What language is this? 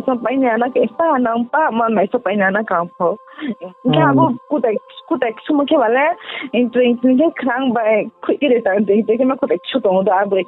Riang (India)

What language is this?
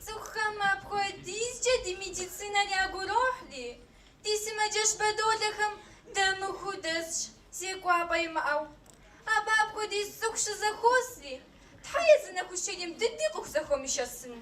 Kabardian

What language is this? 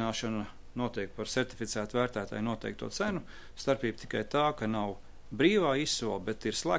Latvian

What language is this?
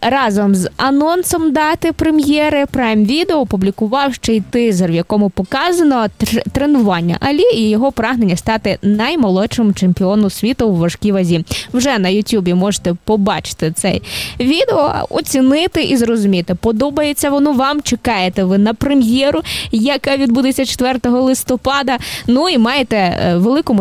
Ukrainian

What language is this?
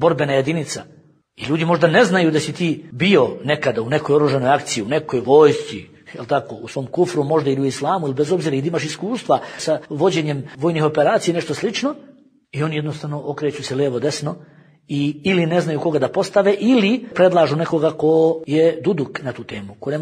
Bosnian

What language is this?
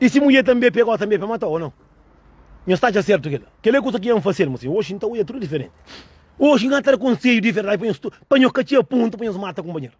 Kabuverdianu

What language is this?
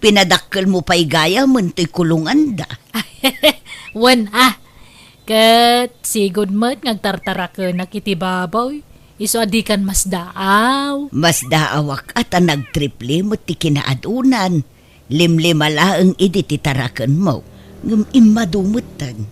Iloko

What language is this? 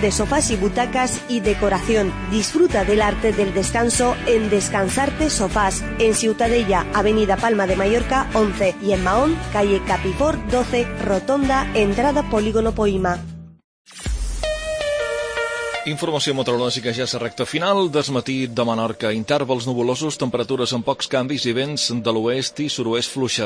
Catalan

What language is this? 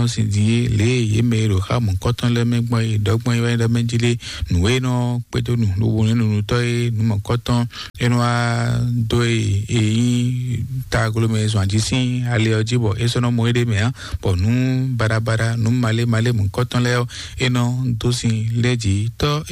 Fon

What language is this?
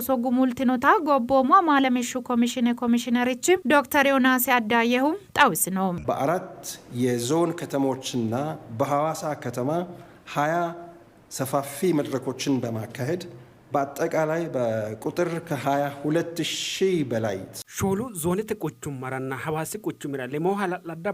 Sidamo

